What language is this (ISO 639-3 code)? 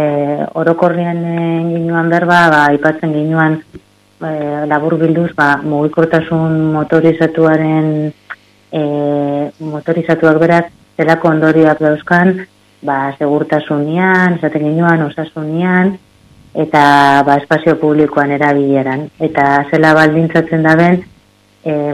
eus